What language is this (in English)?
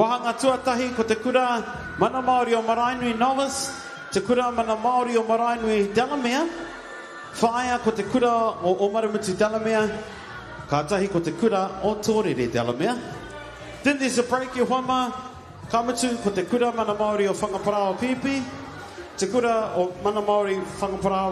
Māori